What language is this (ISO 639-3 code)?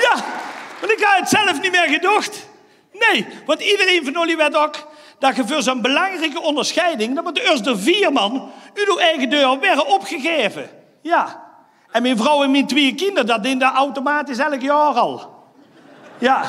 lim